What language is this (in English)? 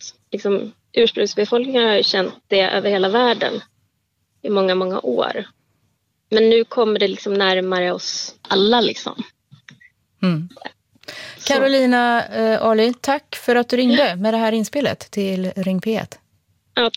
Swedish